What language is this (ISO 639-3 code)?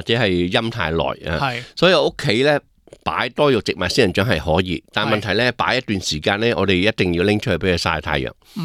yue